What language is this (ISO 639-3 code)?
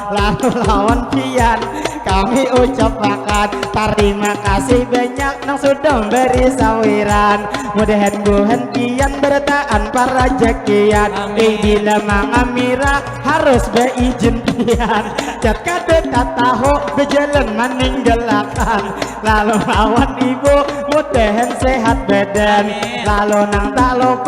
bjn